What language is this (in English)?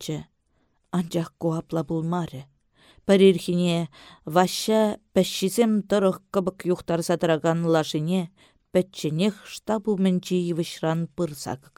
Chuvash